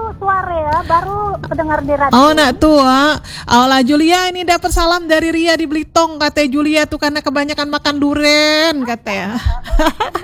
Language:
Indonesian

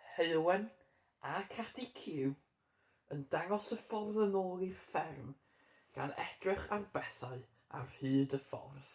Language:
Welsh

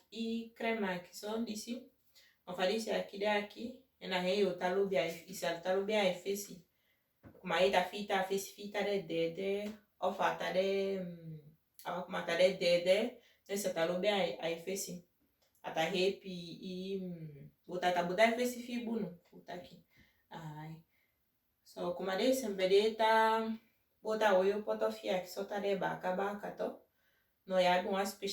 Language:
Saramaccan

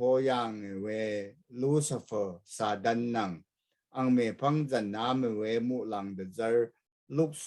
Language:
Rawang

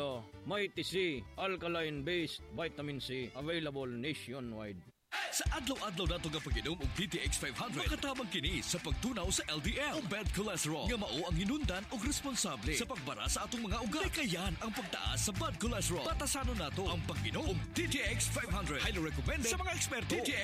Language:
Cebuano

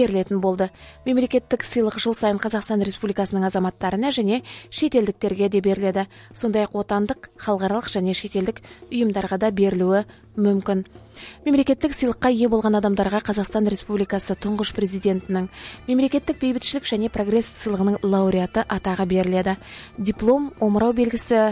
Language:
Kazakh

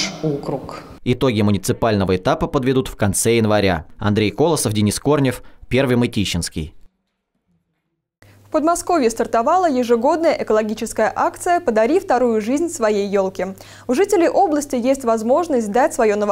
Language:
Russian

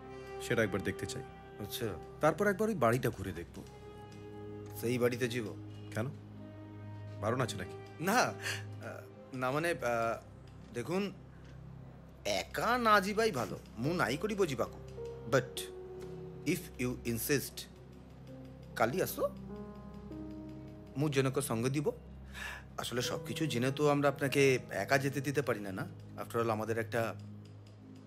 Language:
Bangla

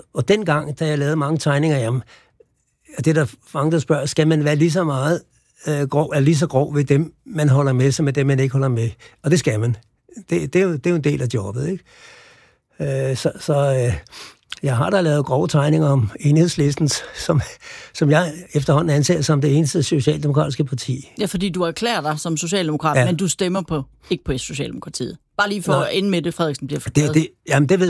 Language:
Danish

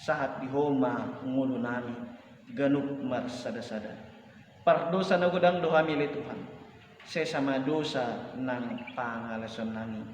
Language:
Batak Toba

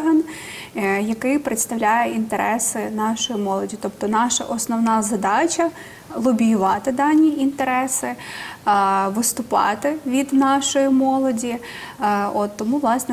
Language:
Ukrainian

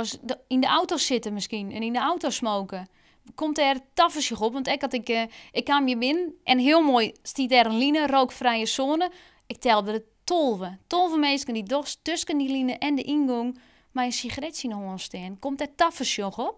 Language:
Western Frisian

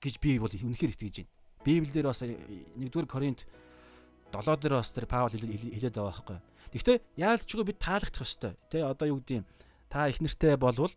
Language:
Mongolian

